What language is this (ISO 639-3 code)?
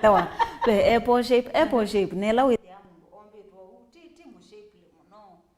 kam